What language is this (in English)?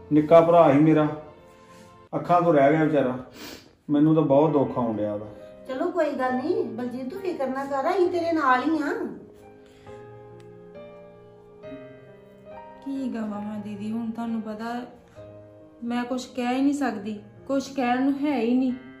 Punjabi